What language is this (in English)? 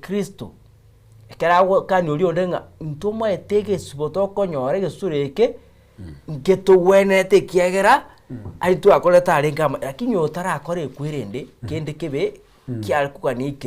Gusii